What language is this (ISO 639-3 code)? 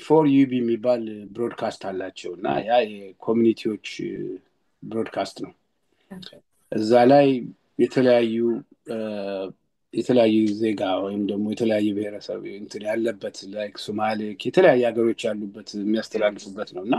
amh